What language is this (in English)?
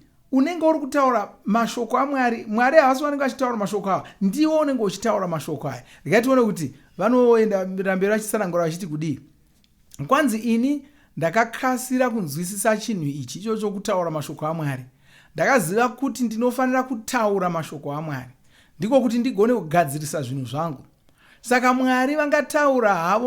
Shona